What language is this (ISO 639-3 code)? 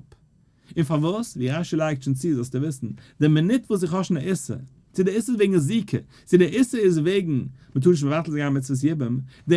yid